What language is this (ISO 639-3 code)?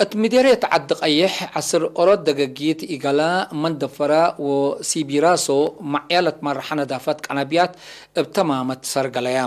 tig